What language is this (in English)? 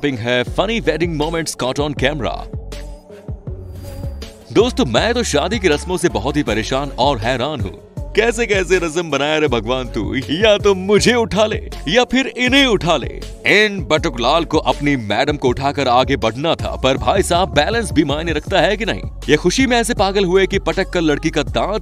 Hindi